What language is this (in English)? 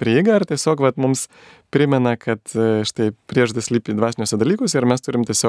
Lithuanian